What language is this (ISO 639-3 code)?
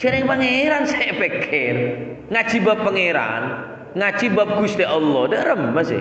mad